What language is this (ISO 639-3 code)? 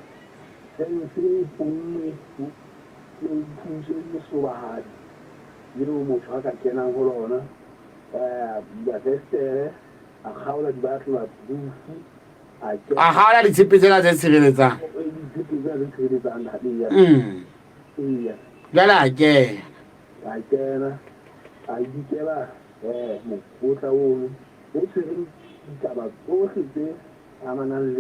sot